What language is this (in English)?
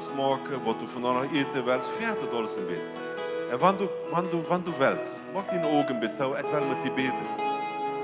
Plautdietsch